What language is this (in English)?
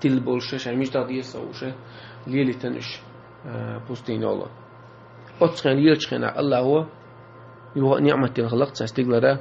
Chechen